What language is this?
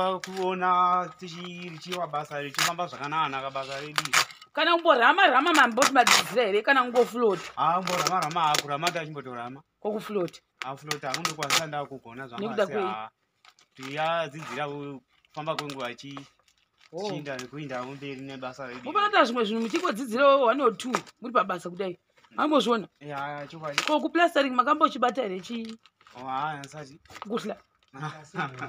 Shona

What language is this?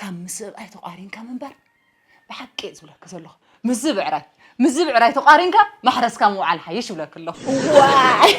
Tigrinya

